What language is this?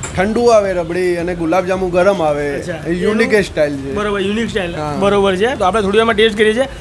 Gujarati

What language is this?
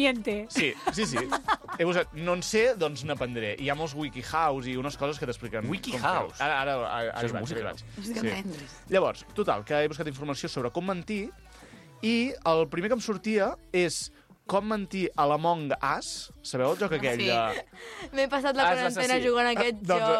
Catalan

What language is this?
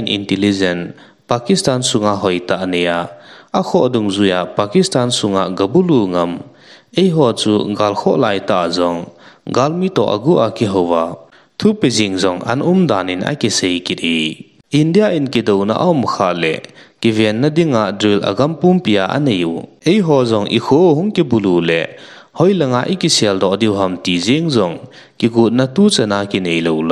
Thado Chin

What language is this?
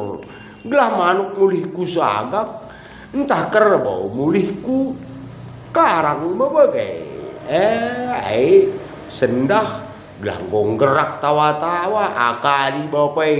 Batak Karo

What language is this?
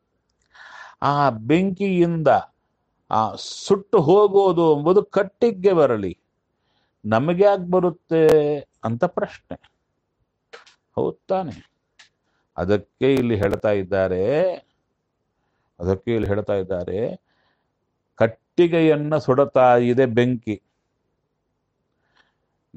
Kannada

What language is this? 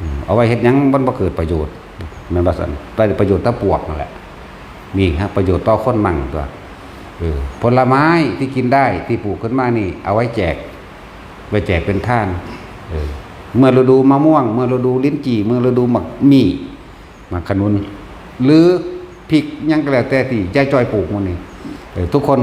Northeastern Thai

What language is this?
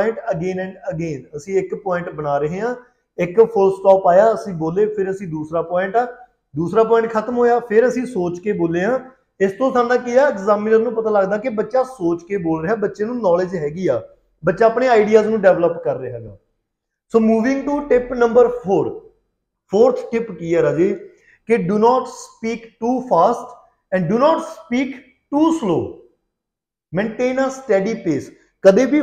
Punjabi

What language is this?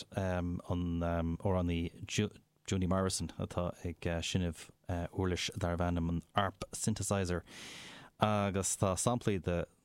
Irish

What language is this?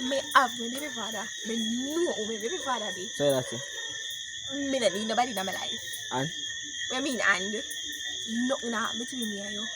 Jamaican Creole English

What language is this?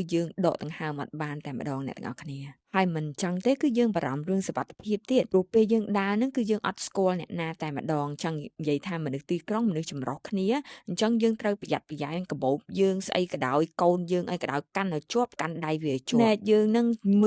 Khmer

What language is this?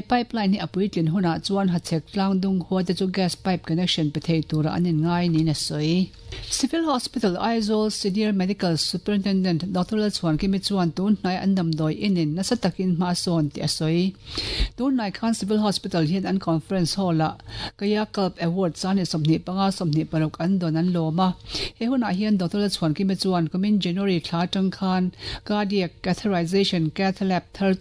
Mizo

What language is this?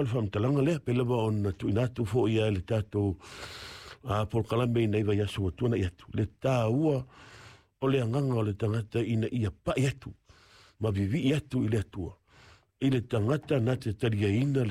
Samoan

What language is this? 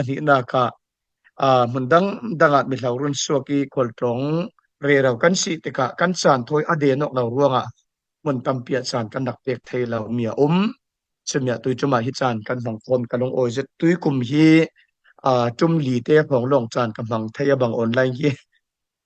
Falam Chin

